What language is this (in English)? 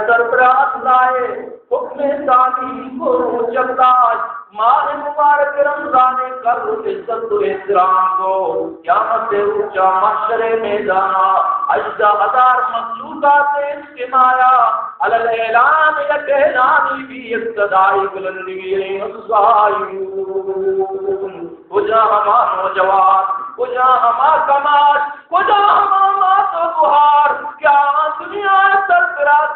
Baluchi